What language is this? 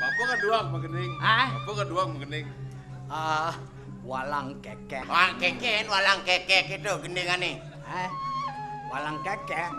Balinese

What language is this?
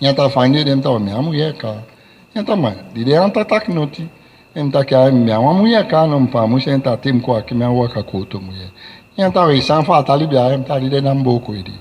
Saramaccan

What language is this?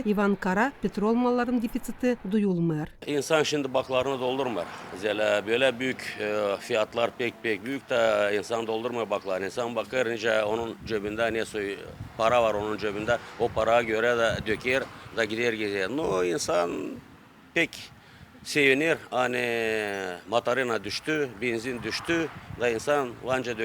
Gagauz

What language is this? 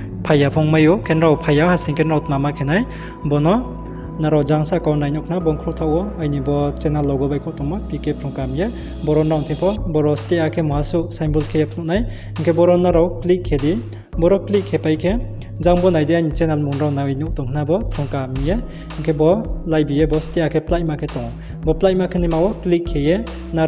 Riang (India)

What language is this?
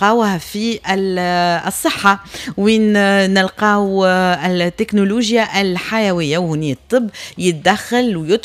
Tunisian Arabic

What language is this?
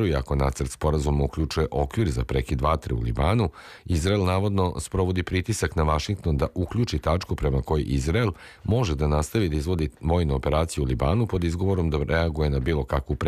Serbian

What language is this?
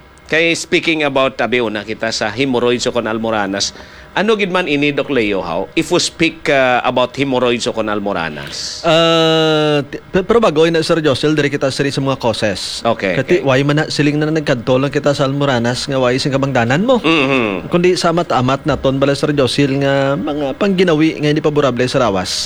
Hiligaynon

